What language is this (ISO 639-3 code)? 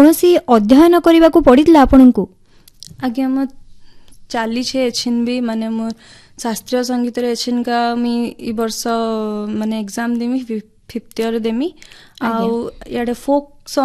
ori